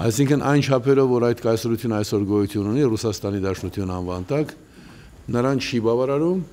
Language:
Armenian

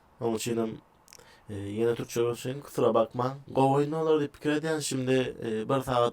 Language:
Turkmen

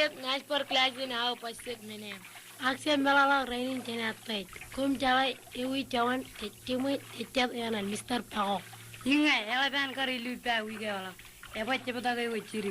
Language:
Marshallese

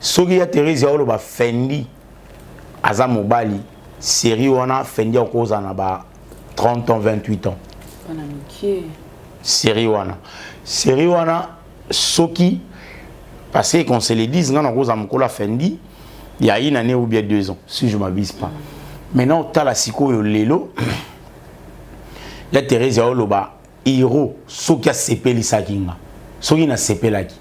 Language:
Lingala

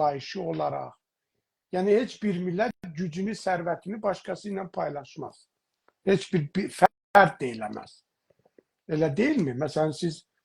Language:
South Azerbaijani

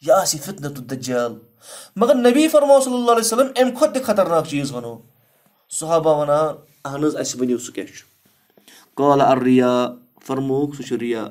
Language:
Kashmiri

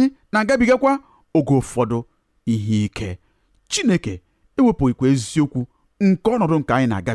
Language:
Igbo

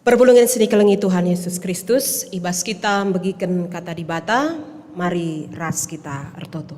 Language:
Batak Karo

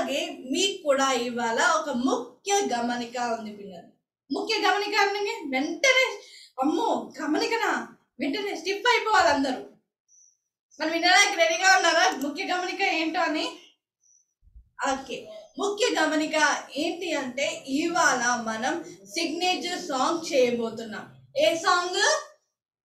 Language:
Telugu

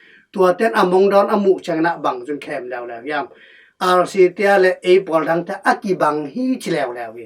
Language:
Tedim Chin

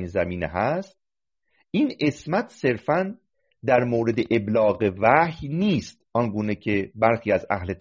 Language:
Persian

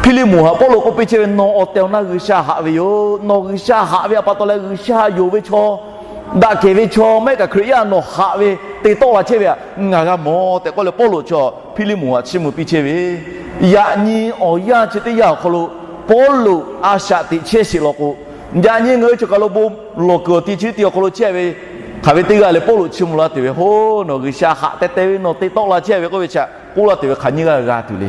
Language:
Lahu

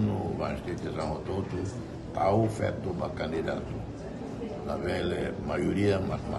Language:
Tetum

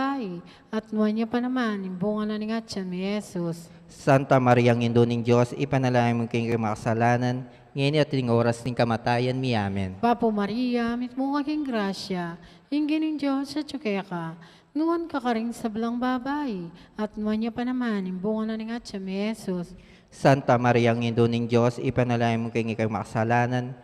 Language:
Pampanga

